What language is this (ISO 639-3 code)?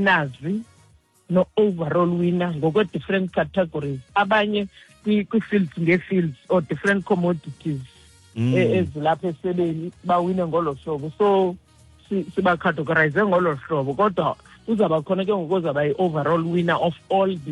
xho